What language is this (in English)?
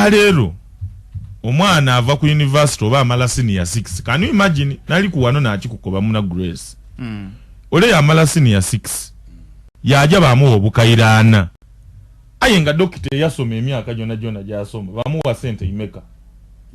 Ganda